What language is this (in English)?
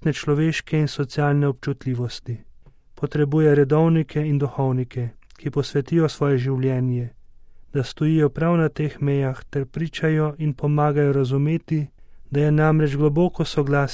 Slovenian